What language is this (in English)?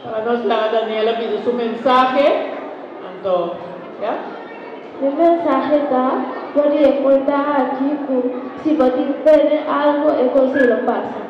Papiamento